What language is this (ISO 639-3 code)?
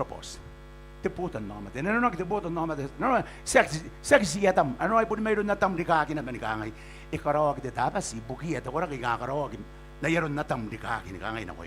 gil